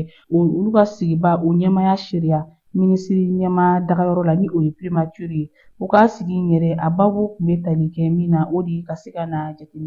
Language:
Bambara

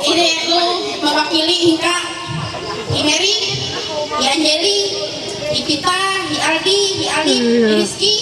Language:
Ma'anyan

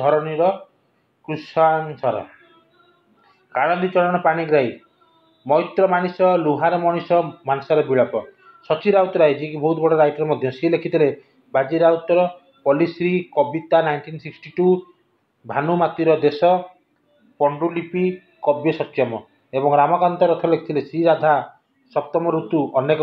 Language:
Odia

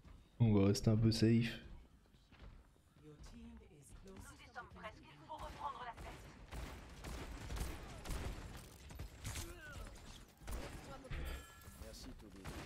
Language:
French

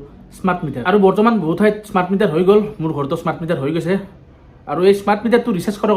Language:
Assamese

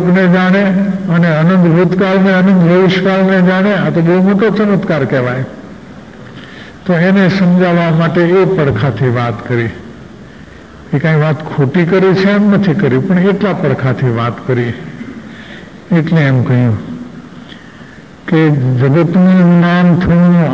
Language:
Gujarati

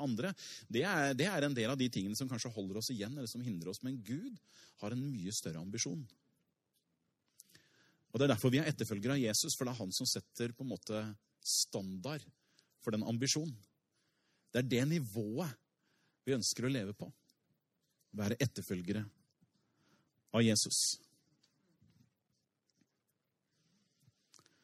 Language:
Norwegian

